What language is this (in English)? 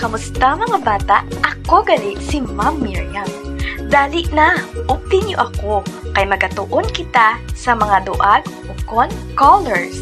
Hiligaynon